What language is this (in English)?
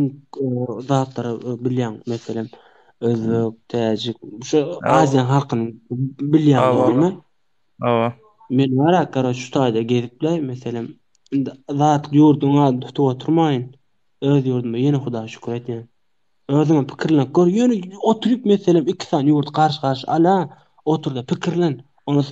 Turkmen